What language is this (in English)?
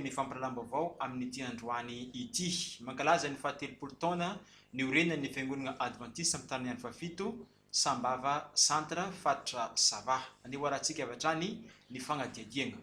Malagasy